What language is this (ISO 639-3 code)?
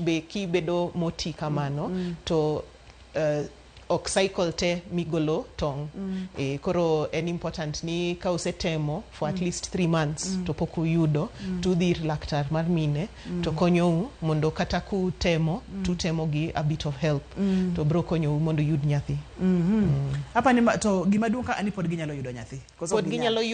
luo